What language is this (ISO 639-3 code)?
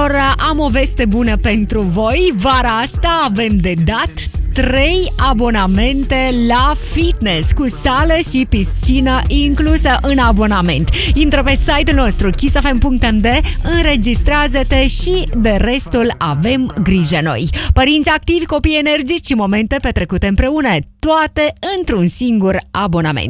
ron